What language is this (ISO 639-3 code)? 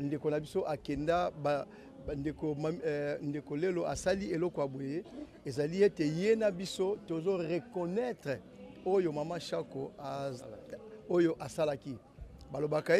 lin